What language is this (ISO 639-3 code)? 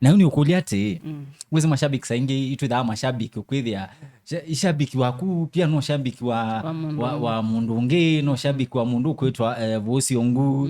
kam